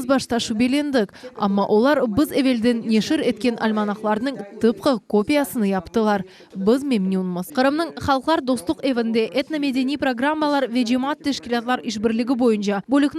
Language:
Crimean Tatar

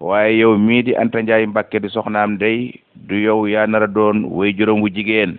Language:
Wolof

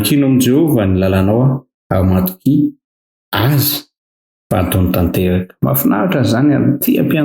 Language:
Malagasy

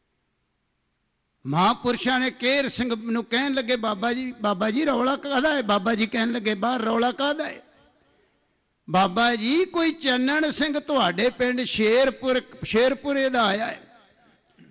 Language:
Punjabi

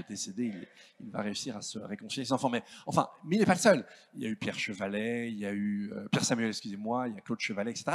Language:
French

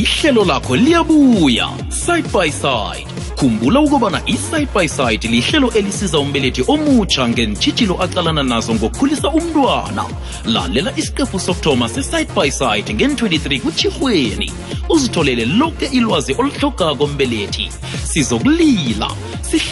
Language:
South Ndebele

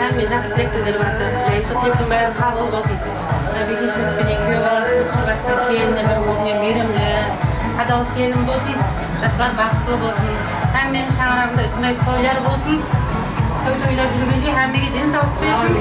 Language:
Kara-Kalpak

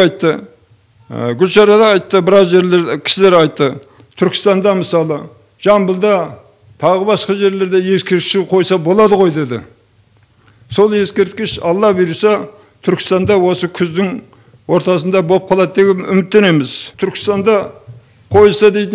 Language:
Kazakh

